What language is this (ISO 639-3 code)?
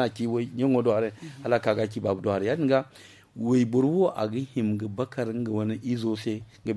dje